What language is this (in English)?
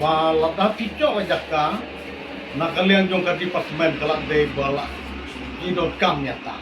Khasi